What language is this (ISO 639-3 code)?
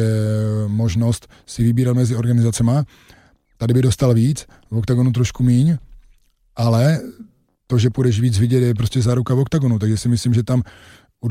ces